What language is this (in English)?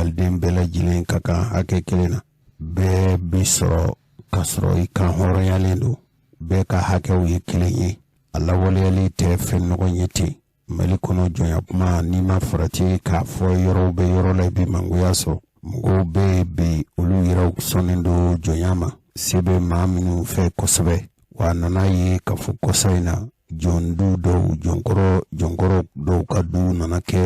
Bambara